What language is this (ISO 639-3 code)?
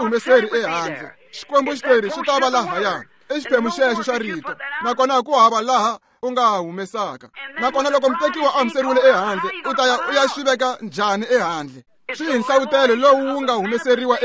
tso